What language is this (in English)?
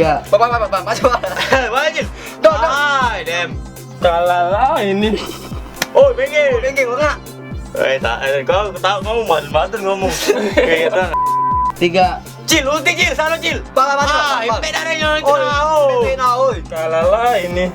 Musi